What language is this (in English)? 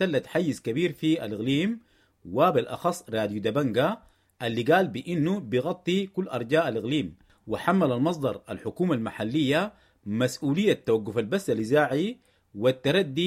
Sudanese Arabic